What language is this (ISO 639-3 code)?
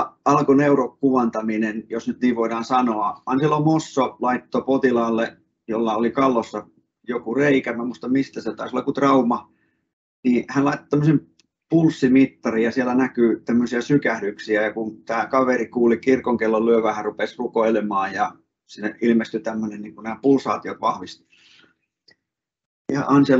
fin